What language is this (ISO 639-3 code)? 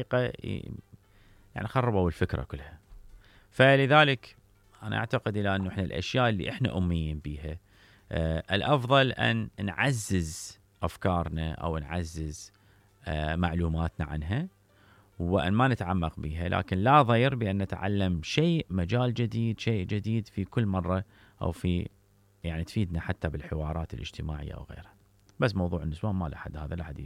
acm